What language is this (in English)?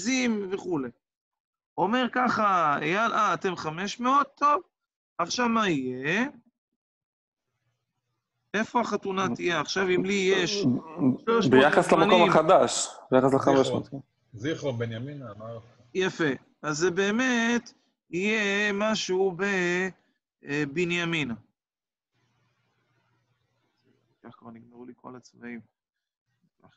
Hebrew